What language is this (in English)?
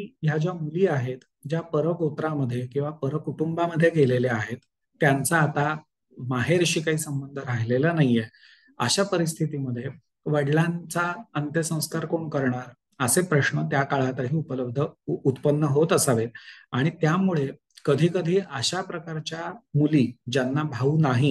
Marathi